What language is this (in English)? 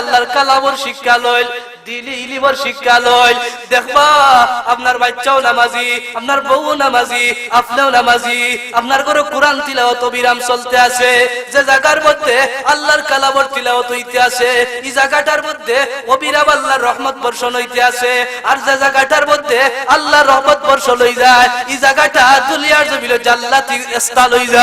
Sylheti